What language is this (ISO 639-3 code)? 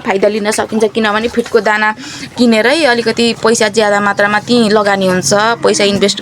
nep